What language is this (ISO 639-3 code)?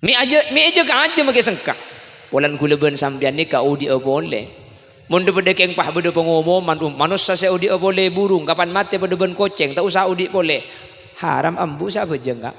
mad